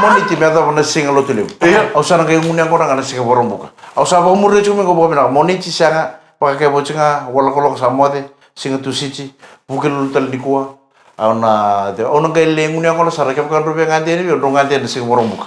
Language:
Fijian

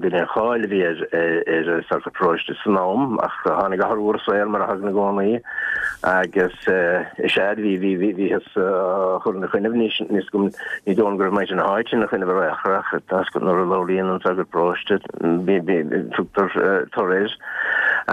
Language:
Irish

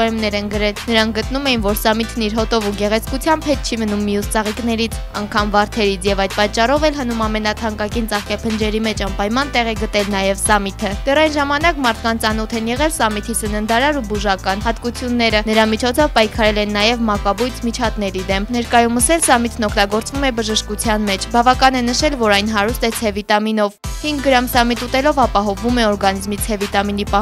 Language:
Armenian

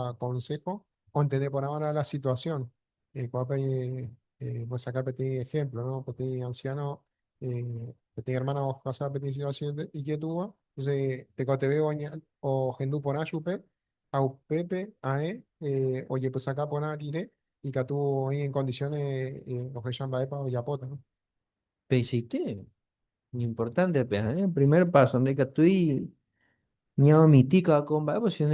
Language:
Guarani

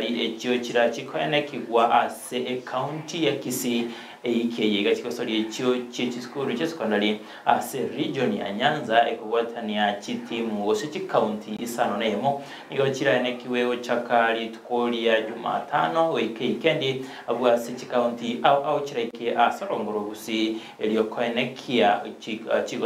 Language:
Gusii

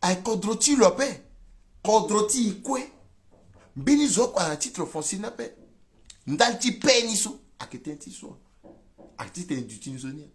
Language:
Sango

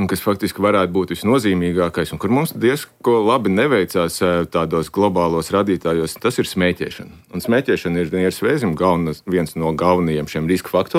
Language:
Latvian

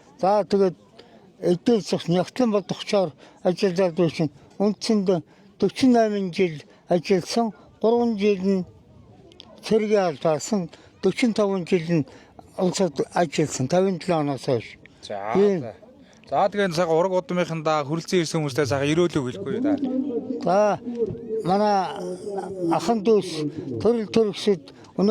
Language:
Mongolian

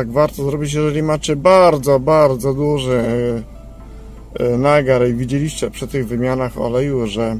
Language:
Polish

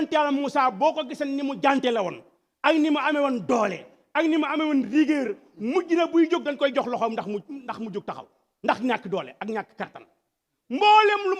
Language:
Wolof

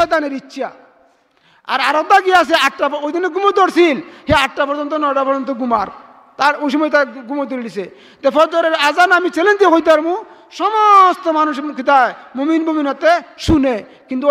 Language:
Sylheti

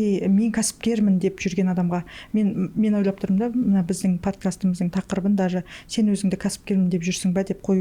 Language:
Kazakh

